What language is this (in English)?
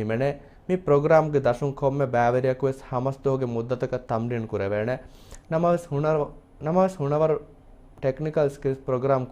Divehi